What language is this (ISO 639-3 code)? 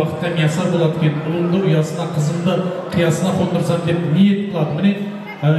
kaz